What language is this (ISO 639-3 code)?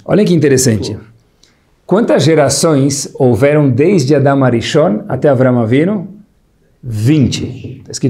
por